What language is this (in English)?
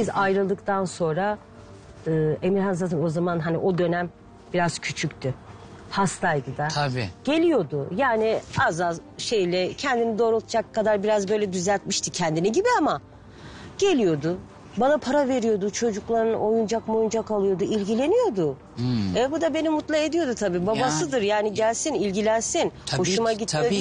Turkish